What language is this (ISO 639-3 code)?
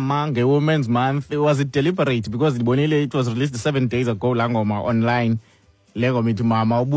xho